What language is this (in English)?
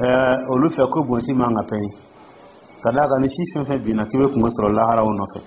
Dyula